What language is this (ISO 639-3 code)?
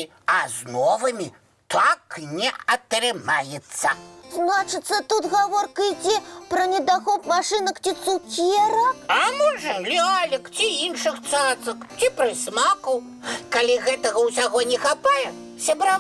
bel